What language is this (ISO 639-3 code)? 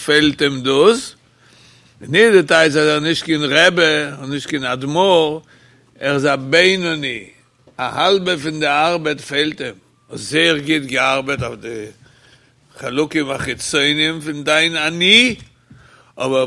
yid